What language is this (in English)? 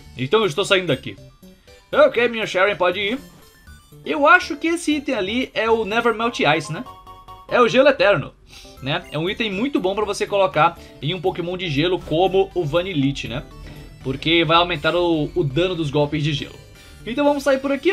Portuguese